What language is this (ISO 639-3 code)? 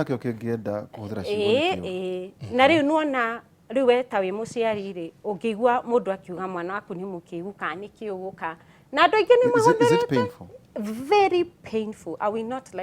kik